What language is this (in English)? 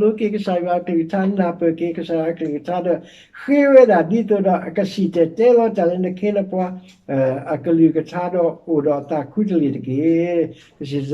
S'gaw Karen